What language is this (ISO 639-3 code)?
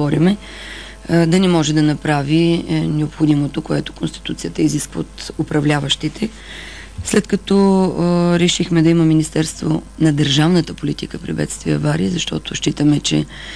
bul